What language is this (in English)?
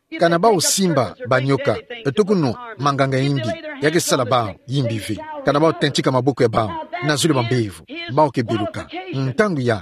Kituba (Democratic Republic of Congo)